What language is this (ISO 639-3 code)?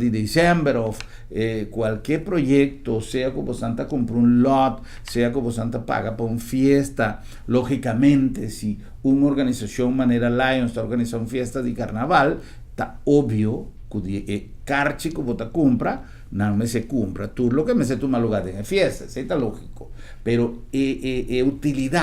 pap